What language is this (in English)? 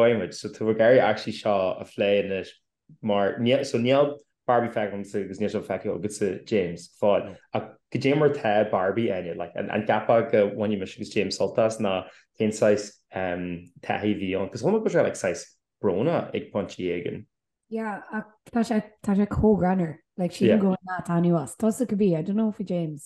Irish